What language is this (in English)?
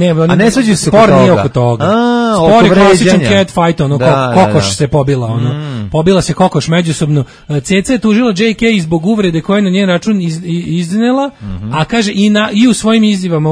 Serbian